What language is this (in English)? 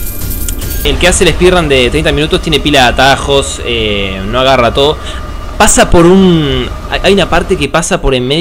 Spanish